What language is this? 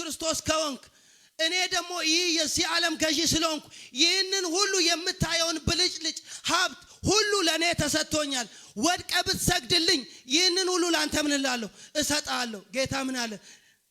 Amharic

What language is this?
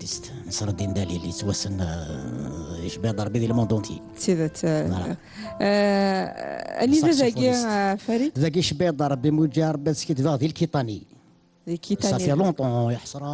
Kabyle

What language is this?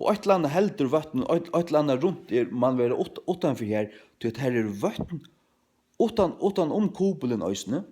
Faroese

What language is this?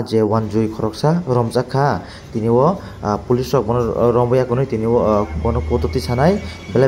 Kok Borok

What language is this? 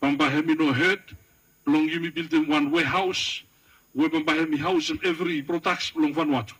Bislama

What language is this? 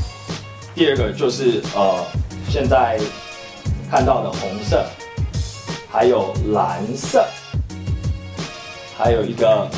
Chinese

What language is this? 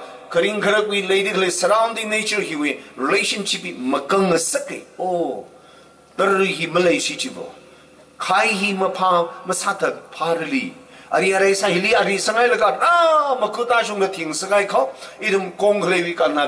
Tangkhul Naga (India)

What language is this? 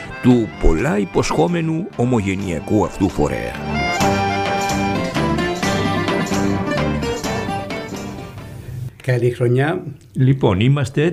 Greek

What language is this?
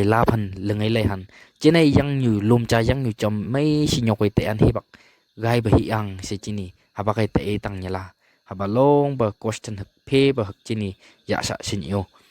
Phom Naga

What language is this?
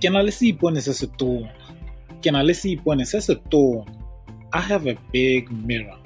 Tswana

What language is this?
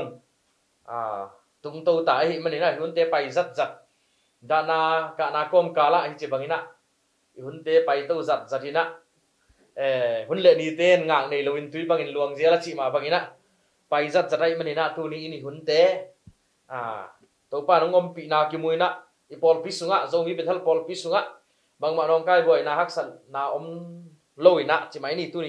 Tedim Chin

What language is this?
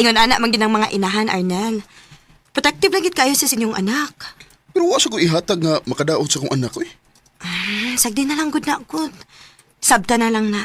Cebuano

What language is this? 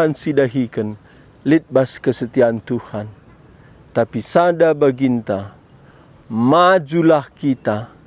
Batak Karo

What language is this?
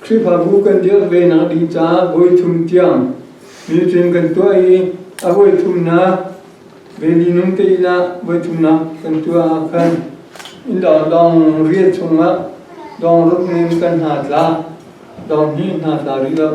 Hakha Chin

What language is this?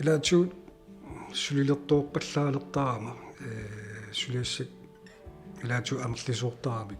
Kalaallisut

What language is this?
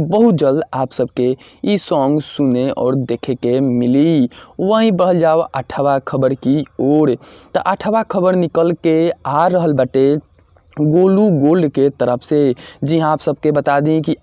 Bhojpuri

